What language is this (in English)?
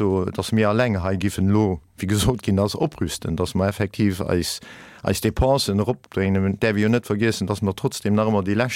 Luxembourgish